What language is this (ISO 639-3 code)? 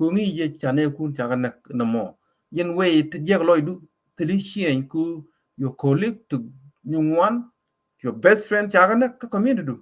nus